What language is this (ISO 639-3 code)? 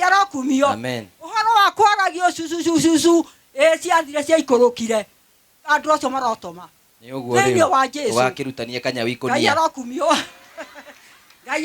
kik